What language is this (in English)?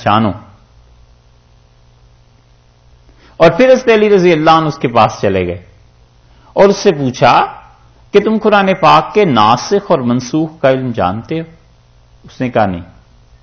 Urdu